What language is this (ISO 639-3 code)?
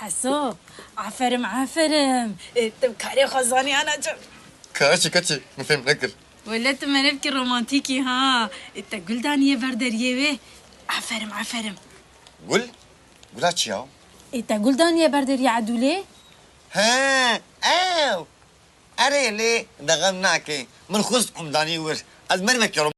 kur